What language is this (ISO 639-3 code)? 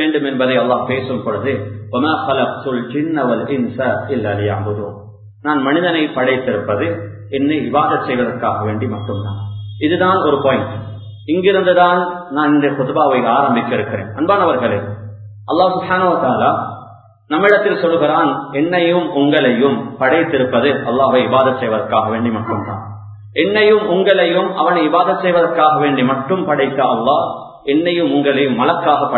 tam